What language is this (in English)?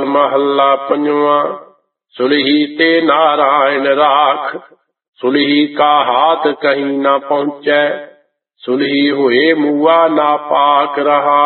Punjabi